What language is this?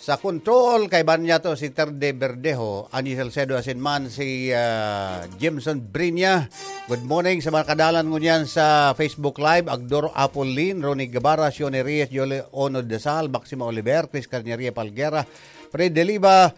Bikol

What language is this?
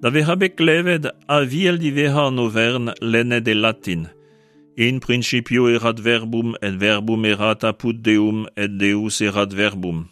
Breton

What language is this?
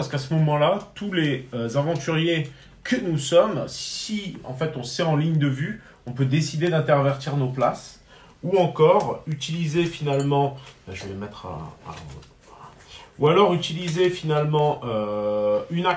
French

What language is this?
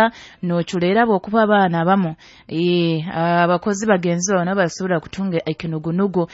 Nyoro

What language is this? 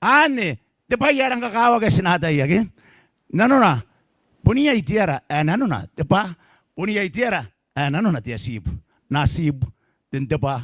Gilbertese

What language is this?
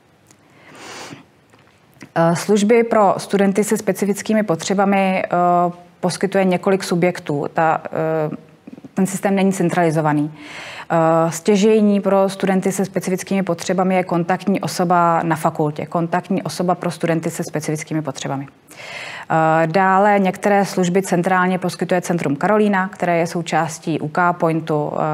Czech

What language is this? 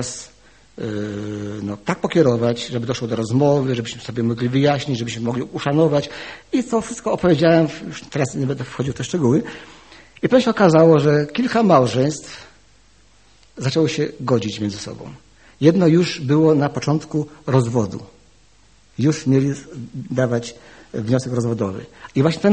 Polish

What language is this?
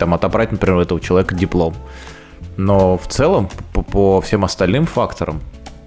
Russian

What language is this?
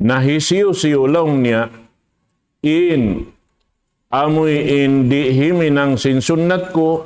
Tausug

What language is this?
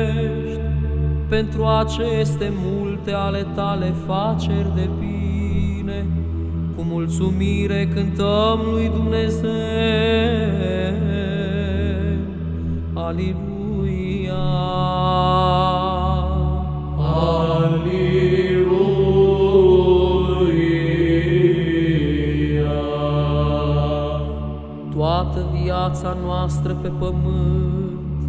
Romanian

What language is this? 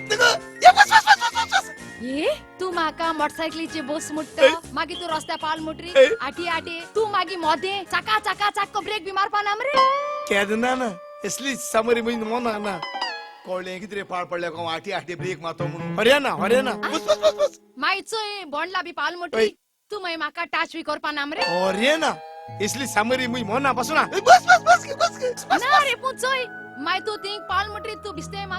Konkani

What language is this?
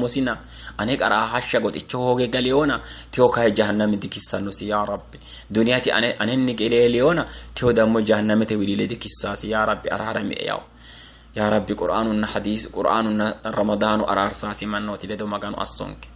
Sidamo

